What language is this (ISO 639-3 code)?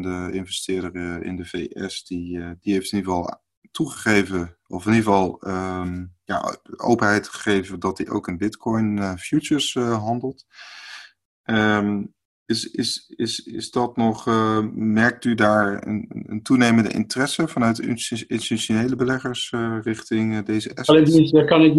nld